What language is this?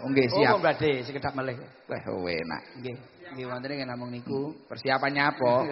Javanese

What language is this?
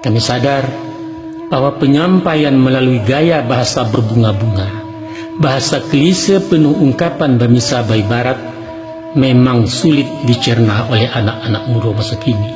Minangkabau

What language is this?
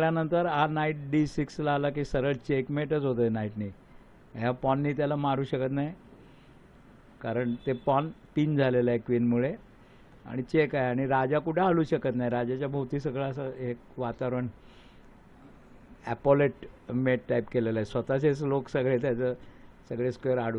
Marathi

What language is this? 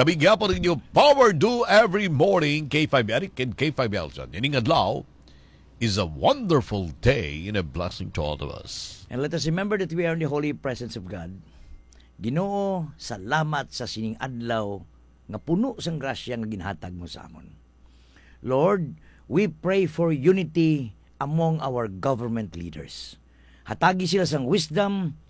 Hiligaynon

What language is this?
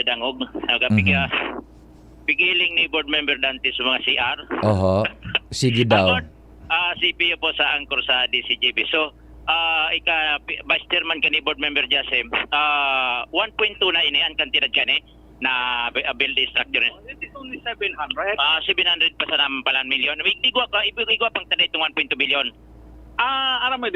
Bikol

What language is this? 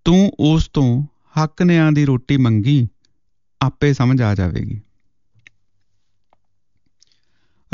Punjabi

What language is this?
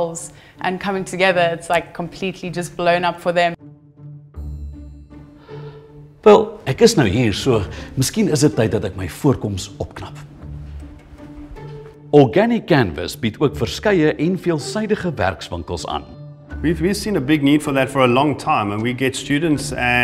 Afrikaans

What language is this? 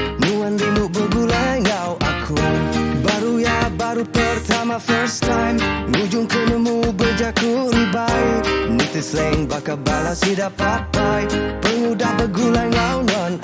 Iban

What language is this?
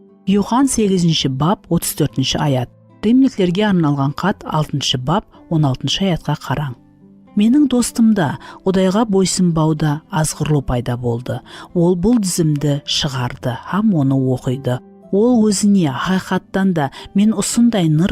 Kara-Kalpak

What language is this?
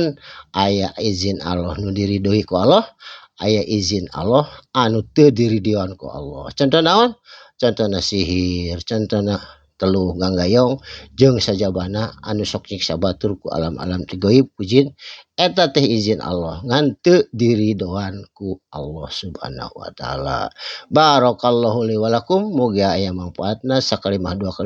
Sundanese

